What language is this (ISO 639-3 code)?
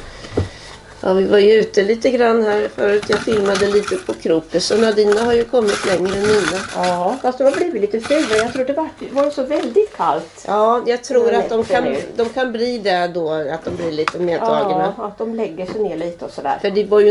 swe